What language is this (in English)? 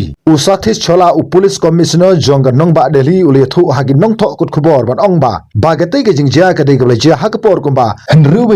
Khasi